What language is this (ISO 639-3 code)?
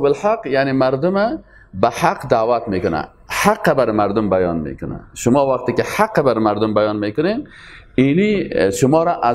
fas